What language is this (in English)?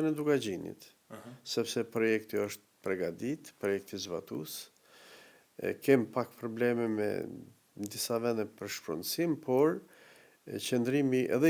Albanian